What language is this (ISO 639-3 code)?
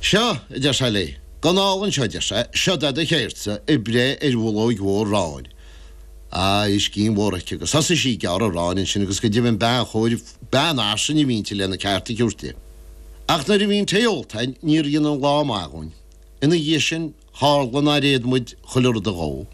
gle